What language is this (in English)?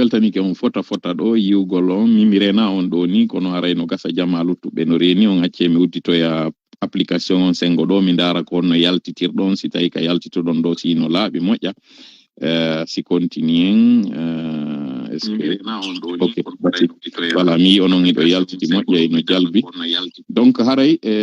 Pular